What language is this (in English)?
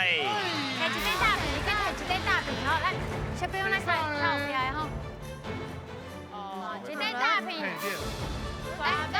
Min Nan Chinese